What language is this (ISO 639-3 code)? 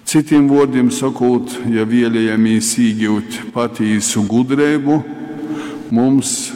ltg